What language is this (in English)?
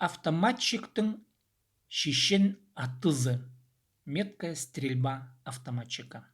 Khakas